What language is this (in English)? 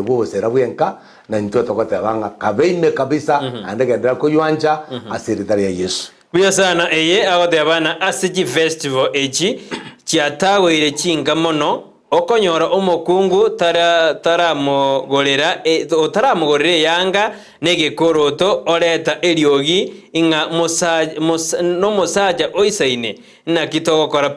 Gusii